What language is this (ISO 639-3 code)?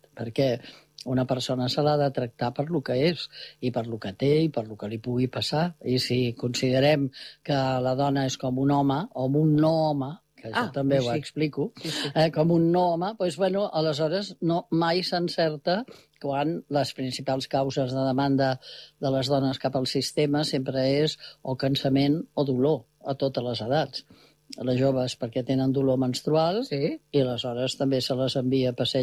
cat